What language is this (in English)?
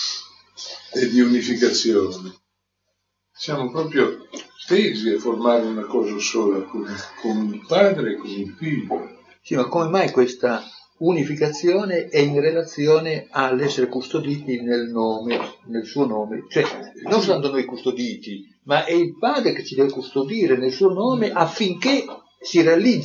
Italian